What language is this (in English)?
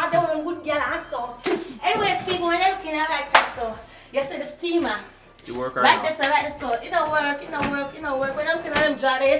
Jamaican Creole English